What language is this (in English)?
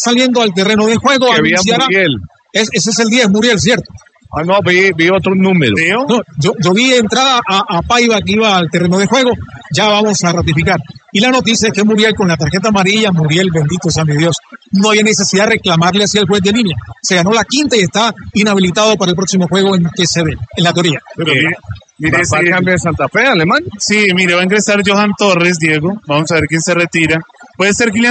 Spanish